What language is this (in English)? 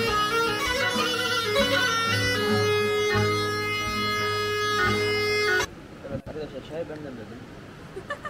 Turkish